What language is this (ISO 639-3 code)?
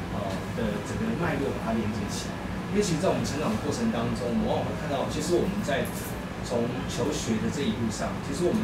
zho